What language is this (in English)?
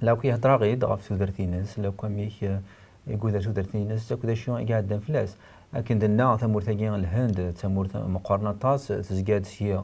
Kabyle